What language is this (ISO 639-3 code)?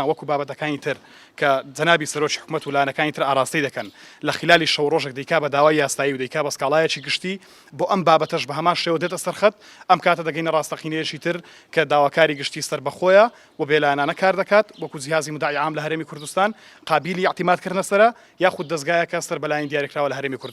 ckb